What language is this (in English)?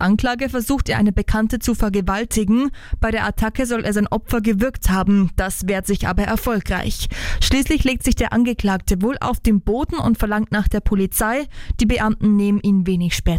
German